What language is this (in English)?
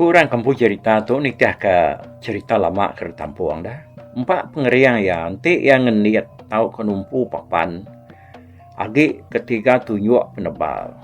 Iban